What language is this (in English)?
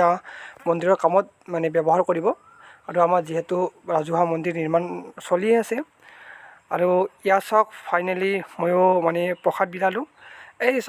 Assamese